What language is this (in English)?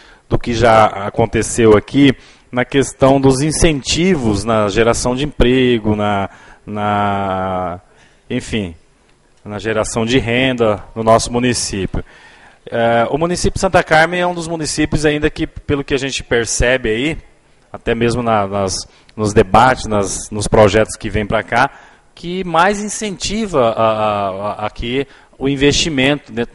Portuguese